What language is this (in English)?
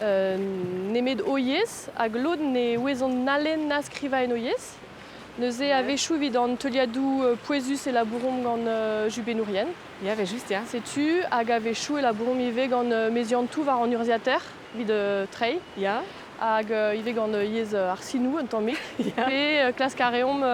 Breton